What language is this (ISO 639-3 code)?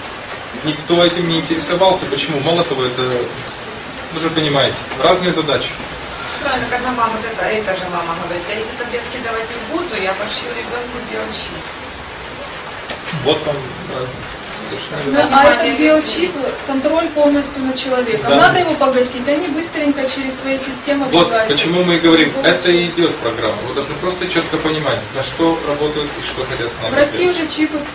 rus